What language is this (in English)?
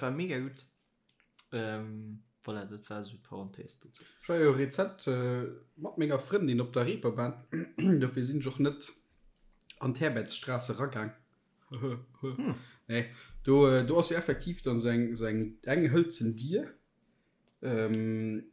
Luxembourgish